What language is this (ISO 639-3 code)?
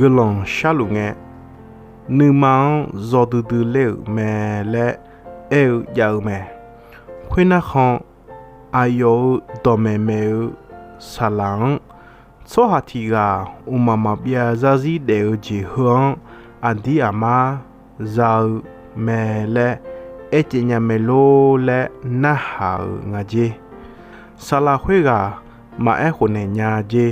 ahk